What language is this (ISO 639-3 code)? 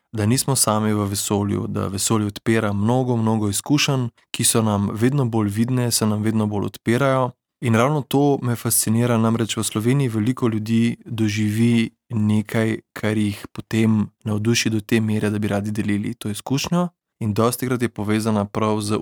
slv